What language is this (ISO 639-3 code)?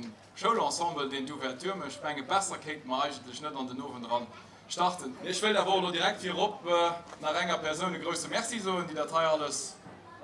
ltz